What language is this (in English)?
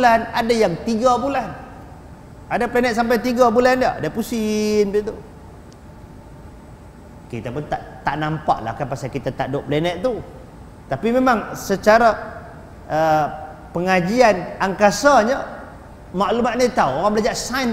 Malay